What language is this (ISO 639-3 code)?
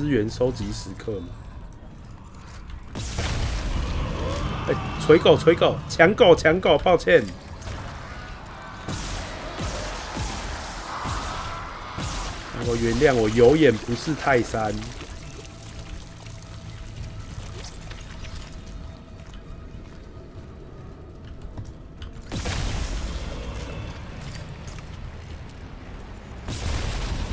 zho